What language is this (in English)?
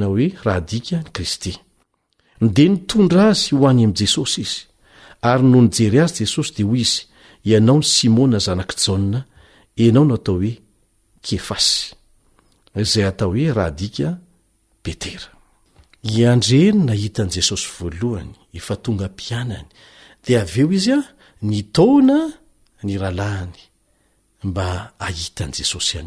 Malagasy